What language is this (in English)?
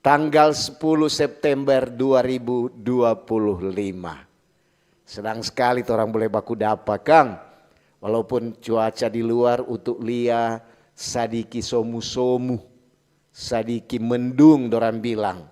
Manado Malay